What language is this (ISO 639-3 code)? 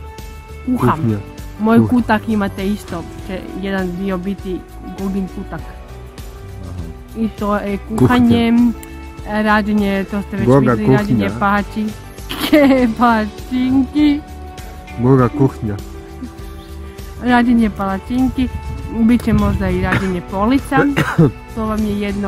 hrv